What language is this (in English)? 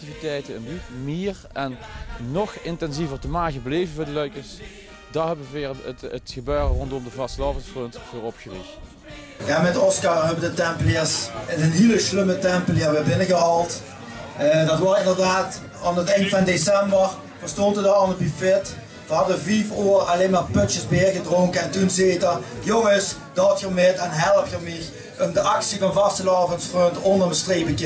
Limburgish